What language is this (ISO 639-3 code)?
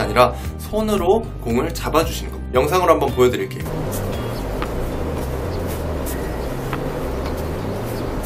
kor